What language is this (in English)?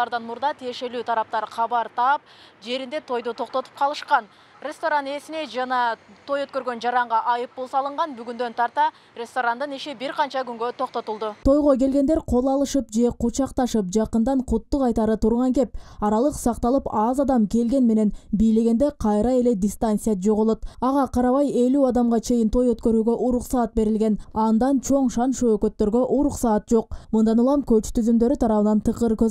Kyrgyz